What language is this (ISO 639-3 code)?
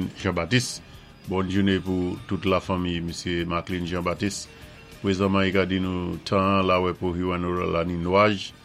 acf